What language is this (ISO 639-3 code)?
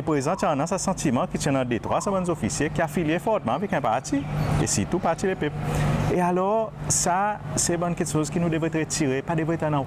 crs